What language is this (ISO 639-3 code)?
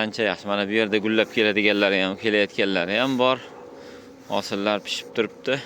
uzb